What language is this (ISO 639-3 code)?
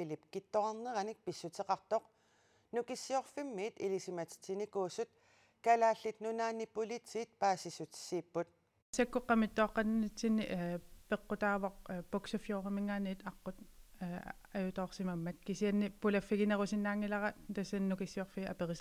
kal